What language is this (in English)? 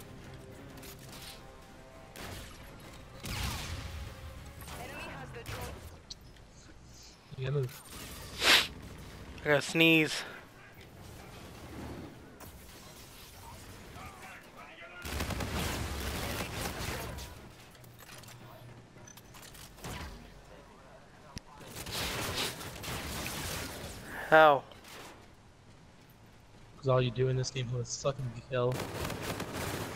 English